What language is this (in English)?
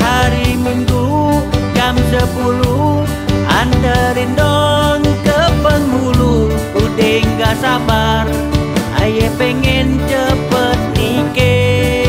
Betawi